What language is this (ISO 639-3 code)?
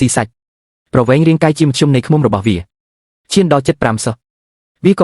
khm